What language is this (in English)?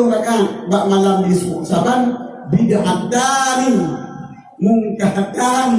Achinese